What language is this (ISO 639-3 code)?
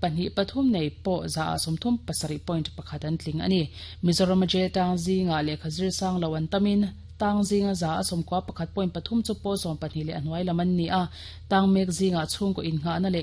lus